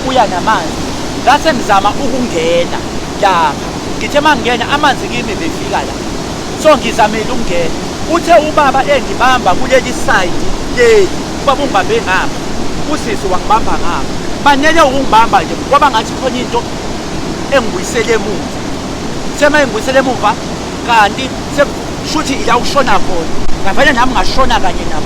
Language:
Zulu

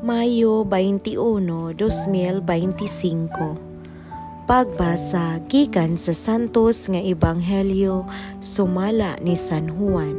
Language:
Cebuano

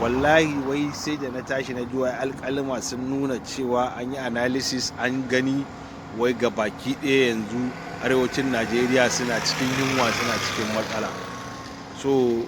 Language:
Hausa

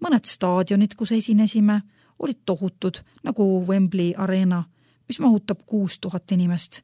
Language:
Estonian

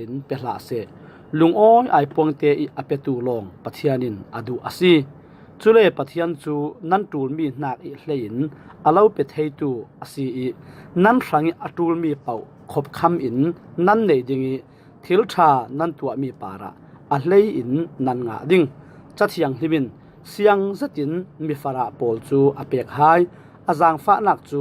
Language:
Falam Chin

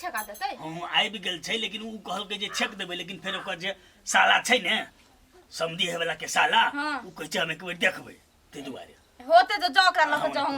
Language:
Maithili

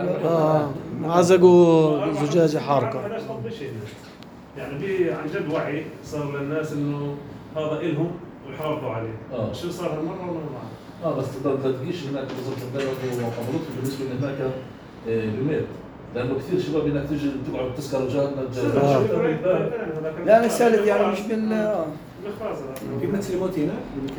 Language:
North Levantine Arabic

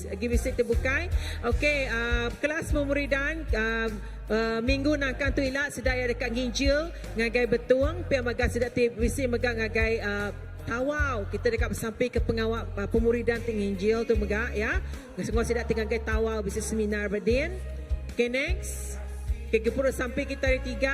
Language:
Iban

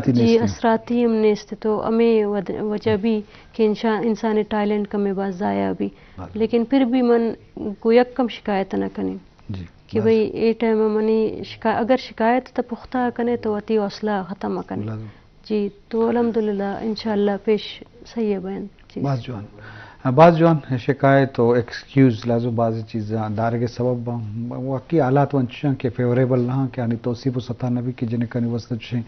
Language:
Baluchi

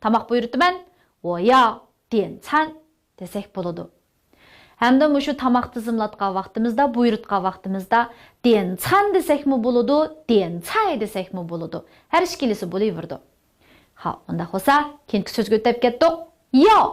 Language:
Uyghur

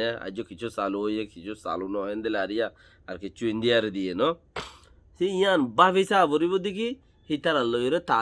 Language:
Rohingya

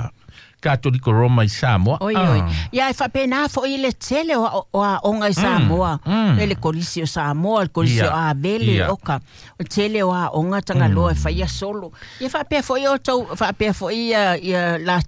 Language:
Samoan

